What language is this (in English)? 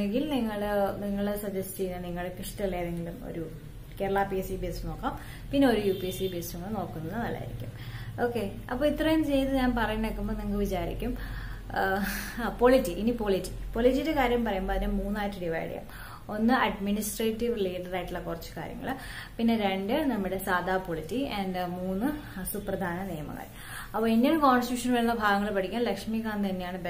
Malayalam